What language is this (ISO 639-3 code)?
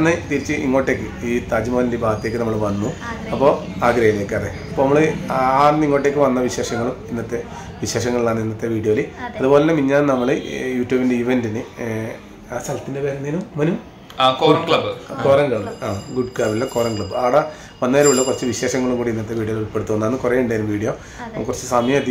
mal